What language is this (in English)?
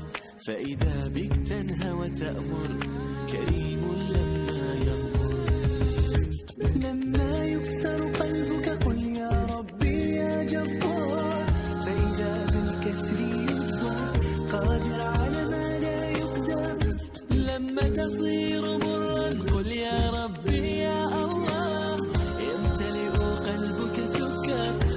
Arabic